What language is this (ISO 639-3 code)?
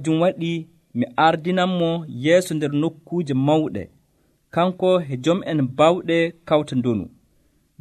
fuv